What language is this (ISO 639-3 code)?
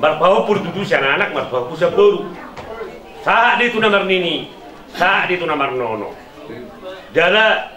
bbc